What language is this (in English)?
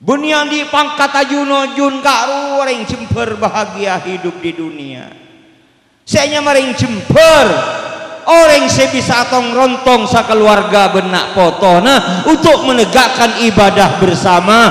Madurese